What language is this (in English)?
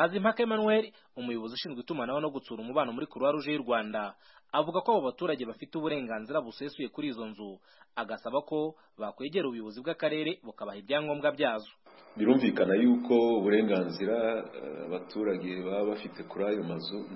Kinyarwanda